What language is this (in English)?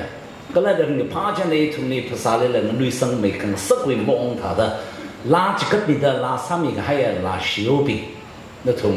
Tangkhul Naga (India)